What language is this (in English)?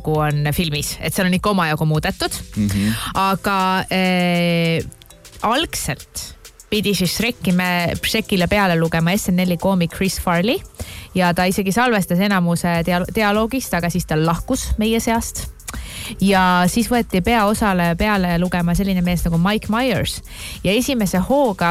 Estonian